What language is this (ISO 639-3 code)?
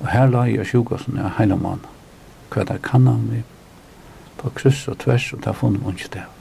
fao